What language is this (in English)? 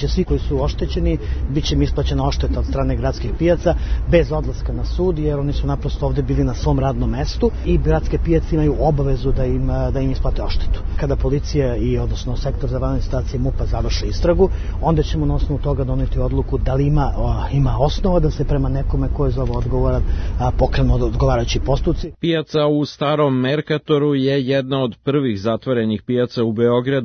Serbian